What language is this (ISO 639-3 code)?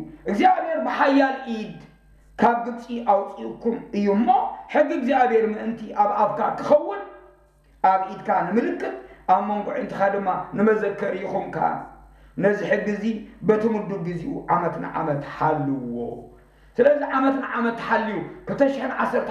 tir